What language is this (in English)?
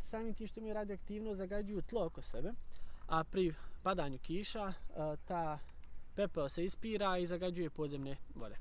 Bosnian